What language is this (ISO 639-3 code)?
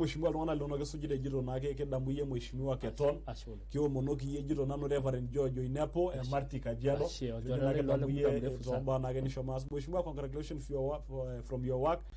mas